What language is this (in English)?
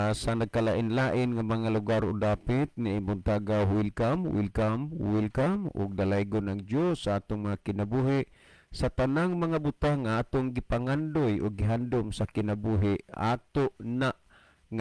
Cebuano